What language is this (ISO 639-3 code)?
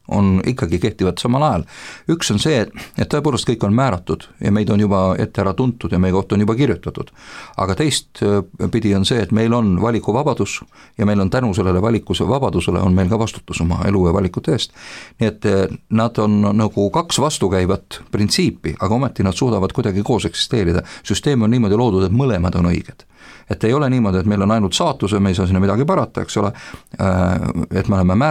est